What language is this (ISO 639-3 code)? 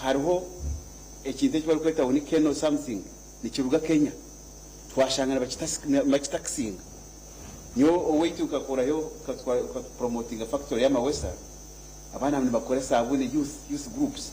nyn